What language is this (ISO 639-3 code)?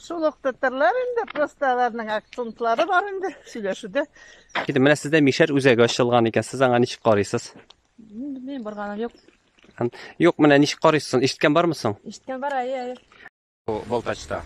tat